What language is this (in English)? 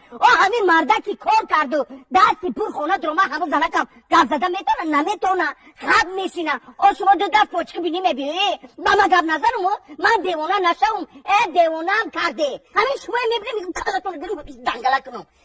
Tajik